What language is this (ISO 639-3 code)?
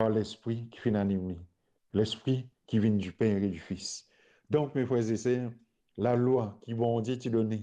mfe